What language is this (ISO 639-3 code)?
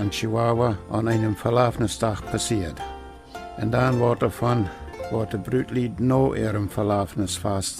pdt